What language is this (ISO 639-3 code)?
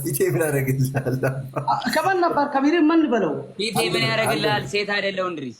amh